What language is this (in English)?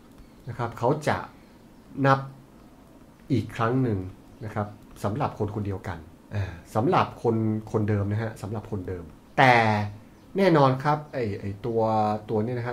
Thai